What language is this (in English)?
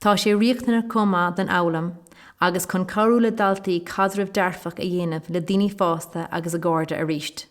Irish